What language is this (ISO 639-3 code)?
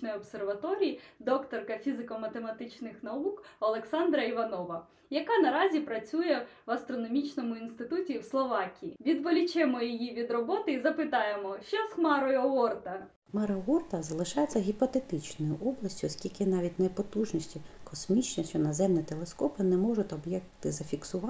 ukr